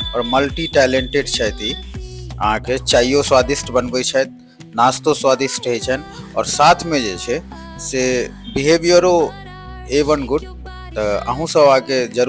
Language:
Maithili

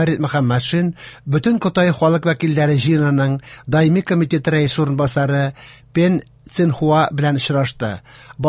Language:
Tatar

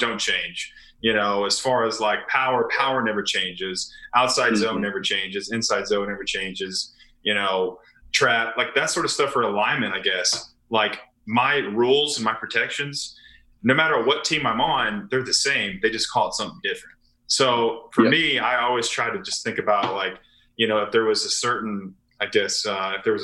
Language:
English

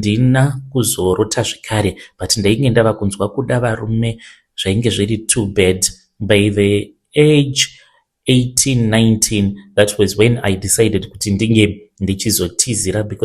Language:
Shona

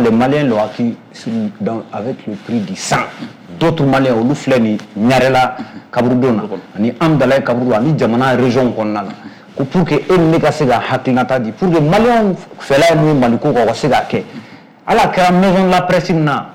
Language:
Bambara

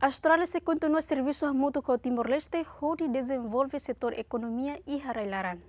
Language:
Tetum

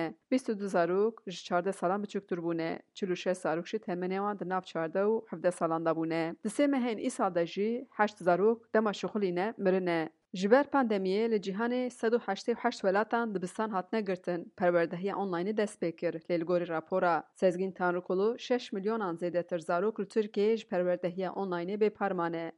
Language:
Kurdish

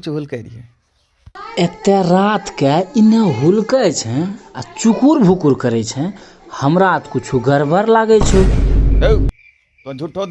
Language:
Angika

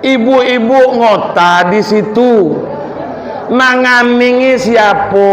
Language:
Minangkabau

